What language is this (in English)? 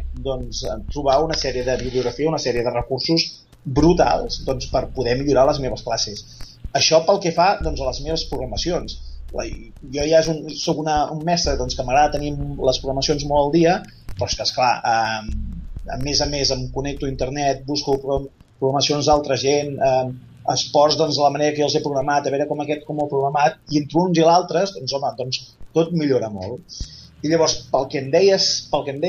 Catalan